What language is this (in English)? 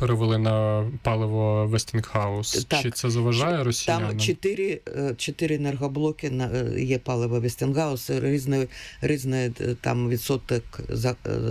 Ukrainian